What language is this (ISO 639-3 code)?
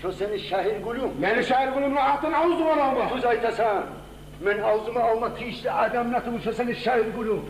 kum